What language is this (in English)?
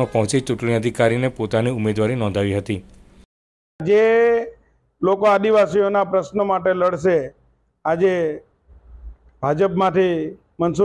Gujarati